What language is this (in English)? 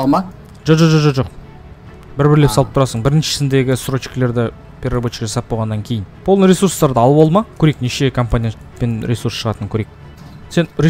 Kazakh